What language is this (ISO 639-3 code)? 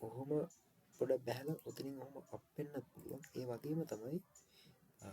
sin